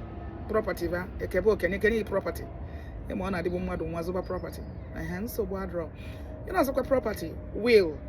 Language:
Igbo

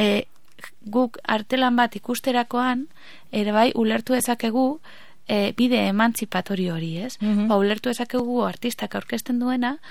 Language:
Basque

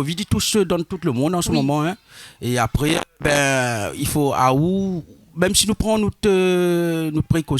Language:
Réunion Creole French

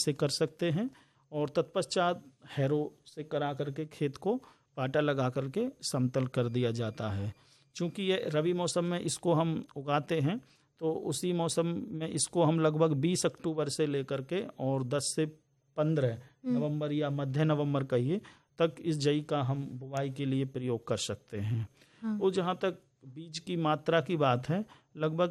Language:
Hindi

